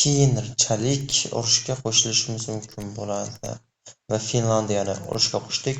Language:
Uzbek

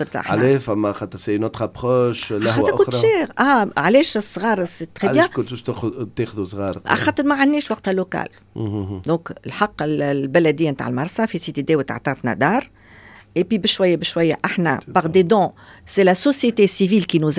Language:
Tunisian Arabic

